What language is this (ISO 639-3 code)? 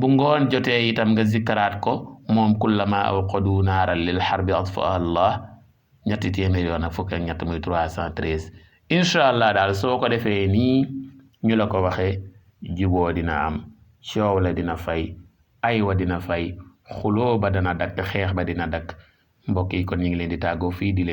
wol